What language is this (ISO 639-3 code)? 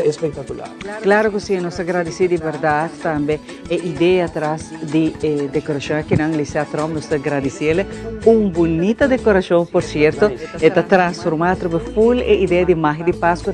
pap